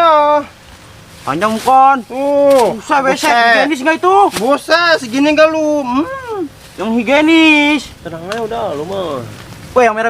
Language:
Betawi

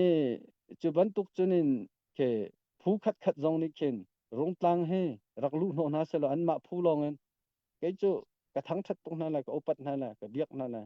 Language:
Hakha Chin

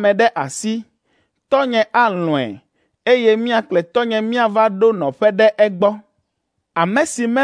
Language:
Ewe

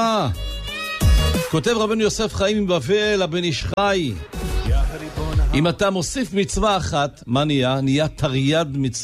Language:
Hebrew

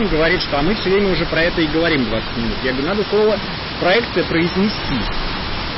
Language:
Russian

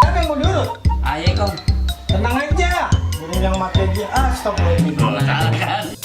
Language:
Betawi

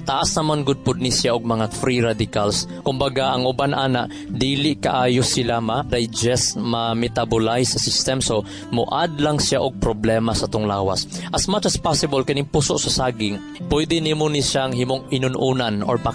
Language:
Cebuano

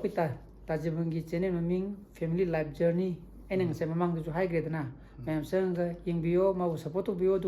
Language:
Manipuri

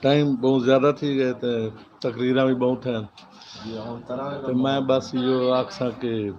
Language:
Saraiki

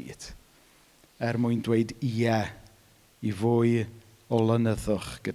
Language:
Welsh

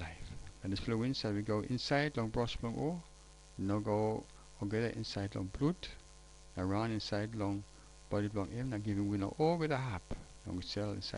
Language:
Tok Pisin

